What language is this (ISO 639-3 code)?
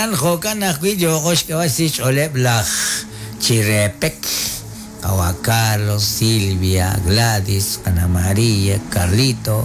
kek